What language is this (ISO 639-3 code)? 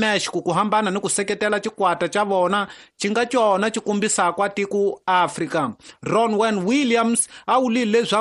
tso